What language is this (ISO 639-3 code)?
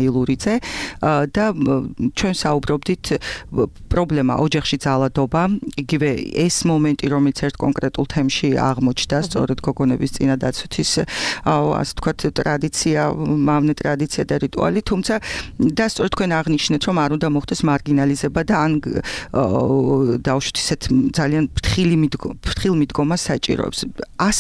kat